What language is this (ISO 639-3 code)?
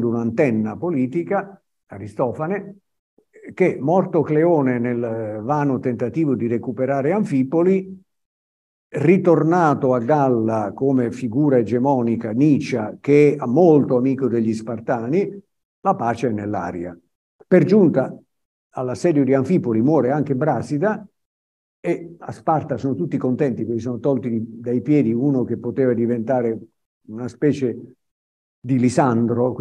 ita